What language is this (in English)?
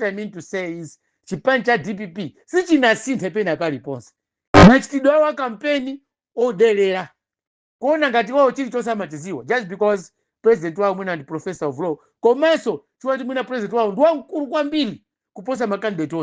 Nyanja